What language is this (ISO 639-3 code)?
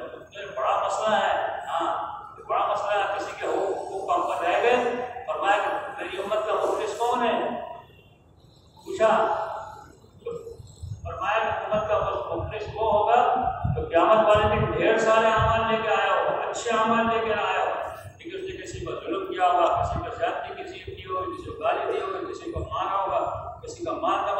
urd